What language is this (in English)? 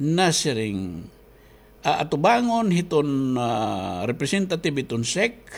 Waray